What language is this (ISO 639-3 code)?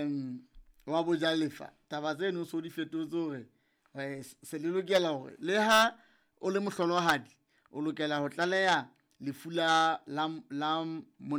sot